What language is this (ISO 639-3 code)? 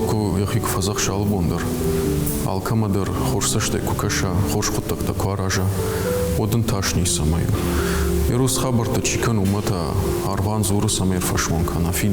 oss